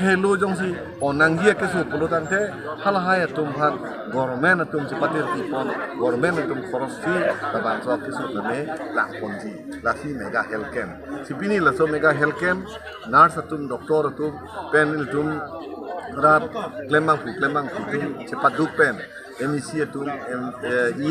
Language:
Karbi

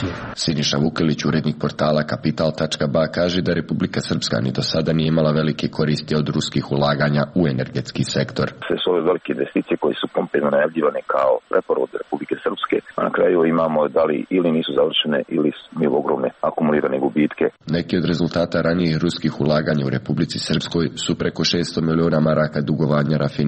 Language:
Serbian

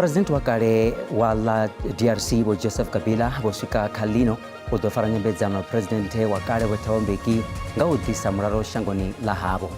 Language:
Venda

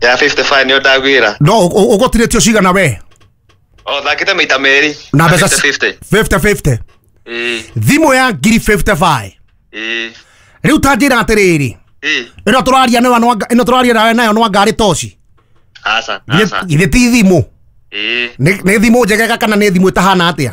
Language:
Kikuyu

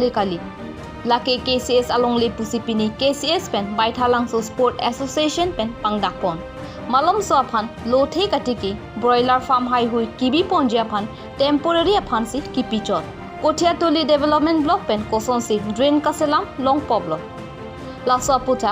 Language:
Karbi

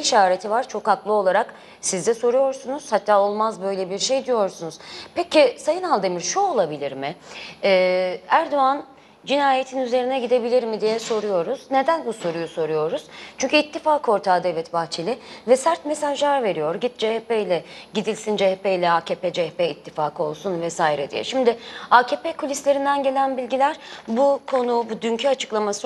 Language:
Turkish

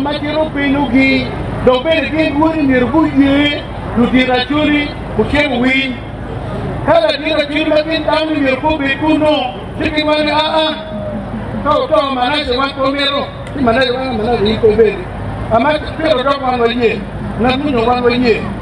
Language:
Acoli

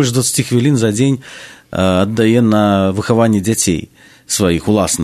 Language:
Belarusian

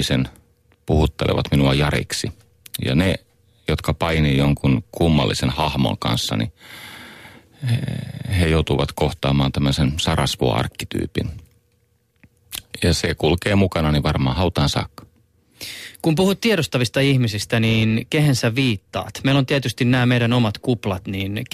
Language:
Finnish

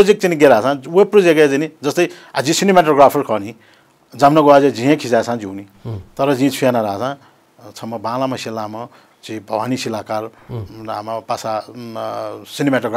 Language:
Newari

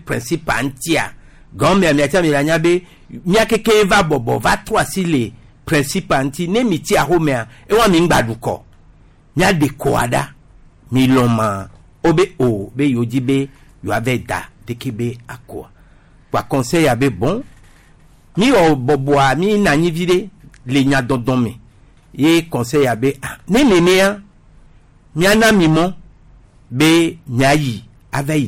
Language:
Gen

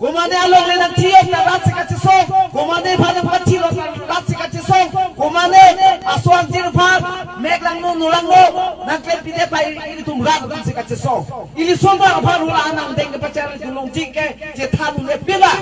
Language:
Karbi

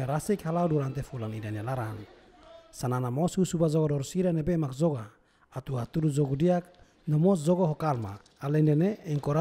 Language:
Tetum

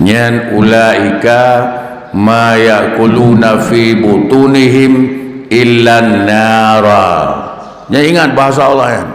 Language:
Achinese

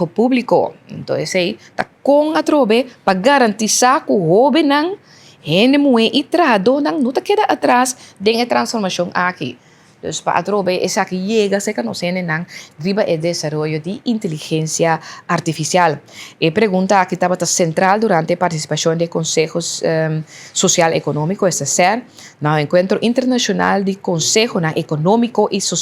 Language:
Papiamento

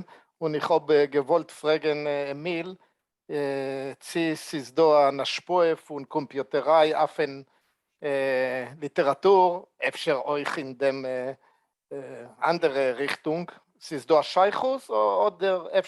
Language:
Yiddish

